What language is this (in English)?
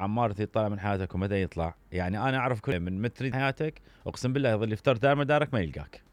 Mesopotamian Arabic